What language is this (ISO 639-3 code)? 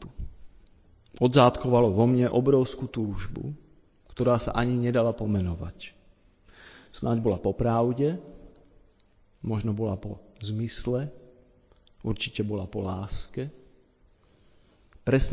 slk